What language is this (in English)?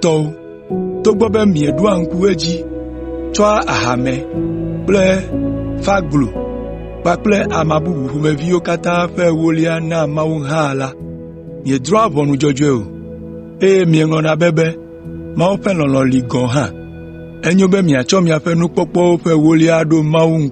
Ewe